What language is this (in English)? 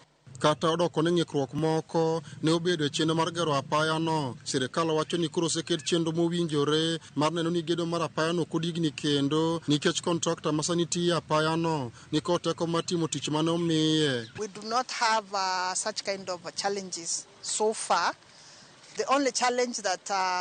Luo (Kenya and Tanzania)